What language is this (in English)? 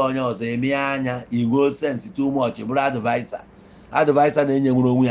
Igbo